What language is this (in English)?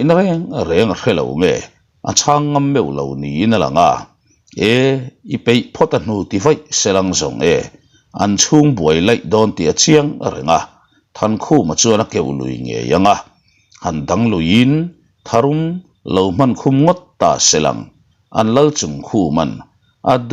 Mizo